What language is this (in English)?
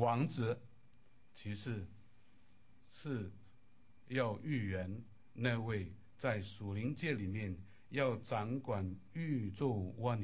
Chinese